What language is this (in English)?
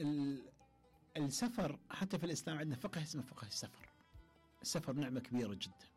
Mesopotamian Arabic